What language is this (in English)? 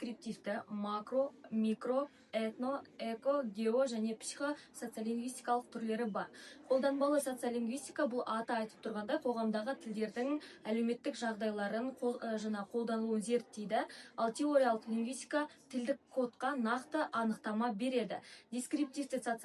Kazakh